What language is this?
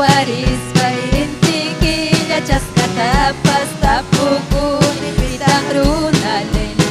Ayacucho Quechua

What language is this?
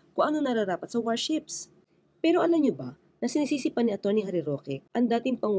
Filipino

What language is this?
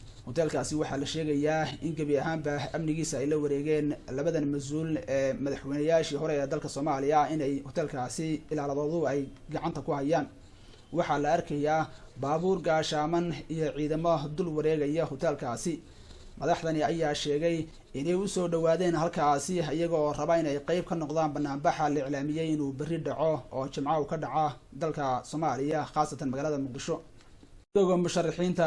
Somali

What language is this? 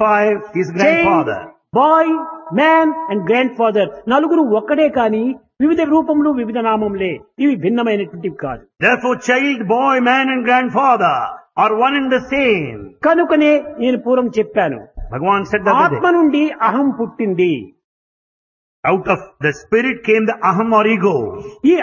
Telugu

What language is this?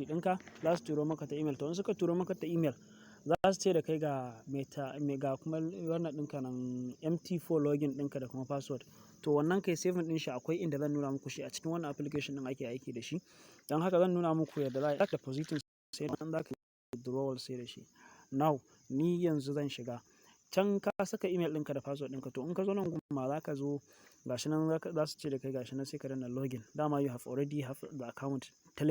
Hausa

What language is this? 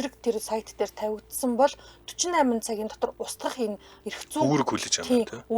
Mongolian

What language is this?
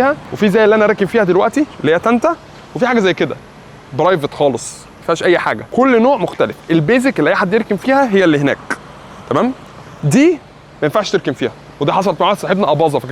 Egyptian Arabic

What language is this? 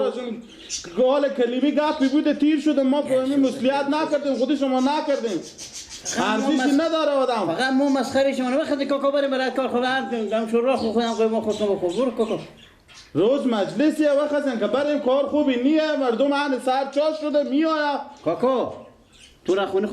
Persian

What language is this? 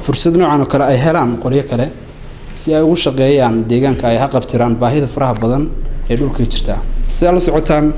Somali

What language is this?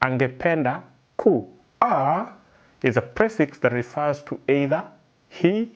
Swahili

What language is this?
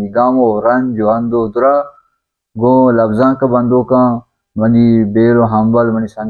Baluchi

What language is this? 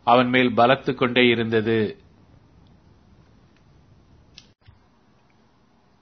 Tamil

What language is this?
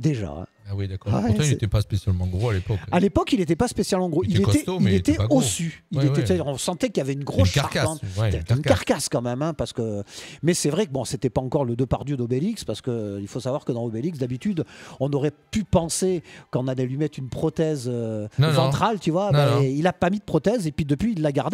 French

